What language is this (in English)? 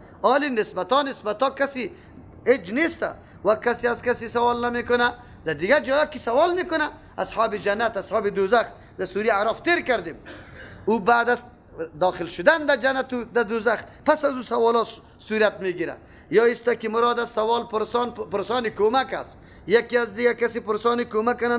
Persian